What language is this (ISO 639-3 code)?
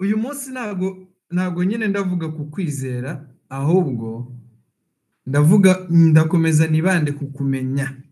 kin